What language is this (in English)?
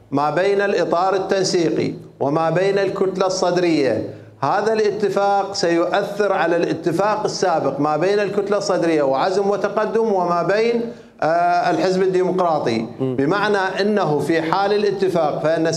Mesopotamian Arabic